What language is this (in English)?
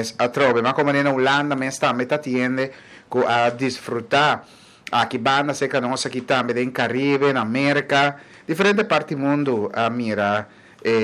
Papiamento